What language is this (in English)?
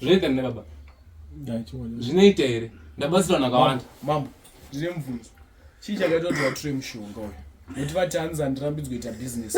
Shona